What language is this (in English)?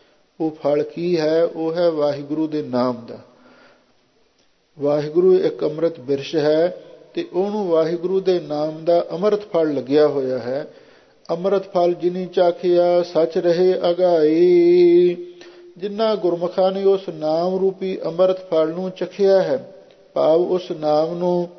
Punjabi